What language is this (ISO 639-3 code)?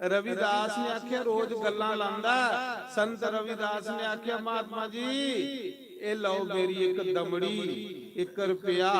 doi